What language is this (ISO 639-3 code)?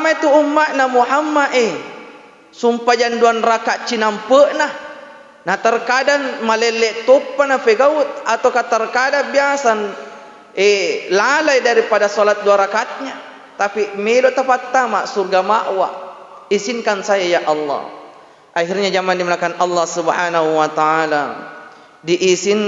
bug